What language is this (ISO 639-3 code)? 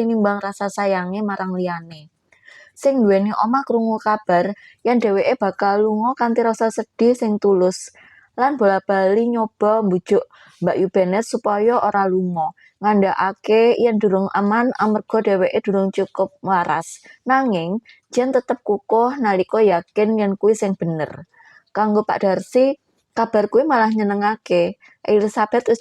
jav